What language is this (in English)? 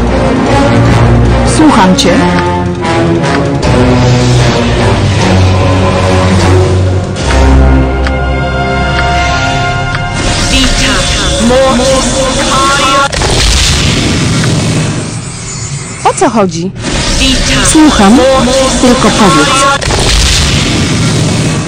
Polish